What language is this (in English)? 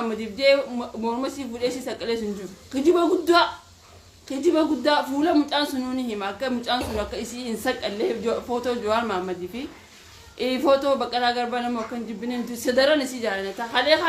Oromo